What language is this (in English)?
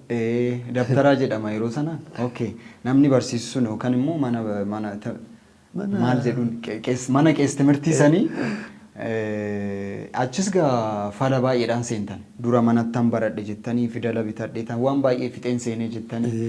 Oromo